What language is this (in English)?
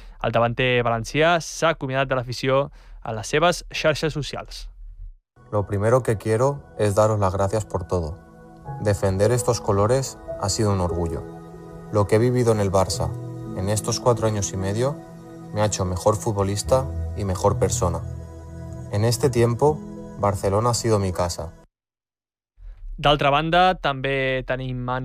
Catalan